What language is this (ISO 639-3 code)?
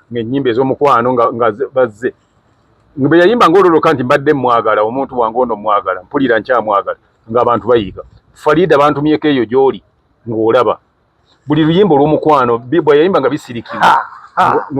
lug